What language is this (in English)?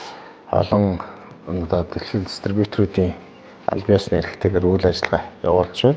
Mongolian